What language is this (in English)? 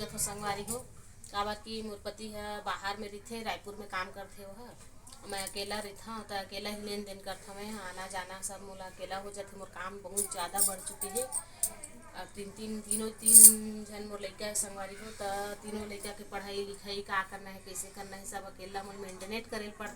Chhattisgarhi